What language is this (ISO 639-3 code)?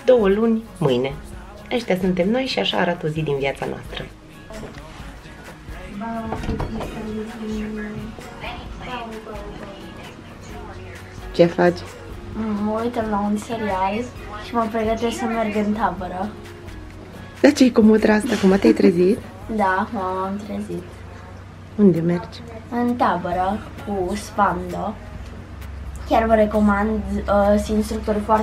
ron